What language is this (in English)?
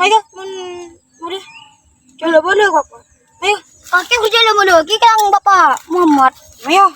Madurese